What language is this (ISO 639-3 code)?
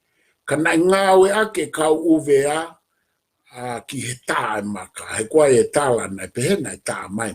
ton